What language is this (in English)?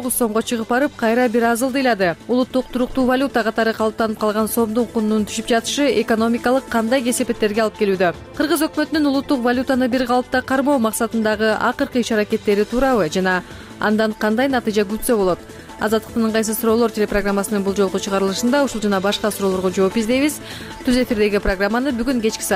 Kyrgyz